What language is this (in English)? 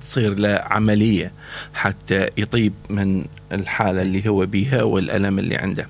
Mesopotamian Arabic